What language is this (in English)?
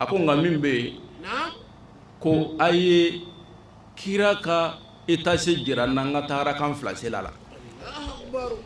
Bambara